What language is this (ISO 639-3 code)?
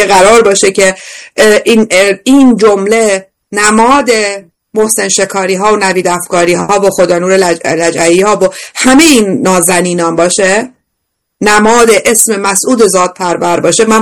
fas